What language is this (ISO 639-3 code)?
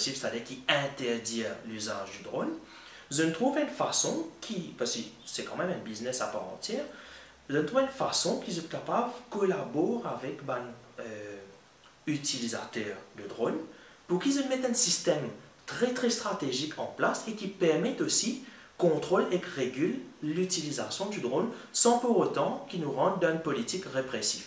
mfe